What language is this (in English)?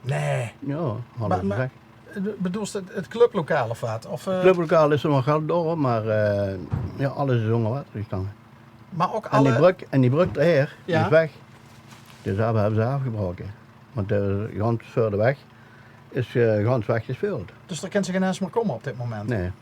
Limburgish